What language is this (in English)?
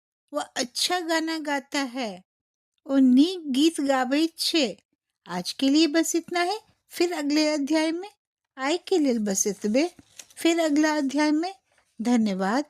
Maithili